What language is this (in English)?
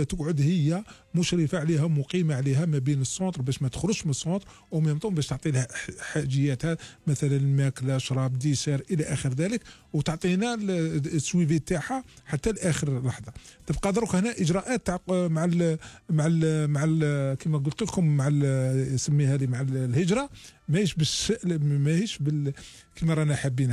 Algerian Arabic